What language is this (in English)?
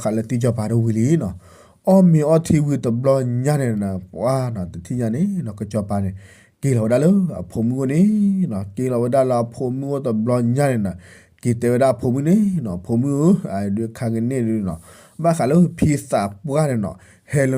S'gaw Karen